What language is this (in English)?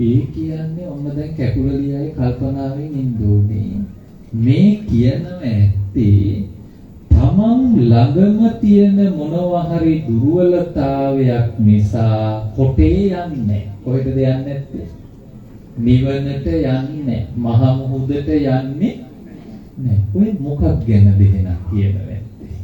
Sinhala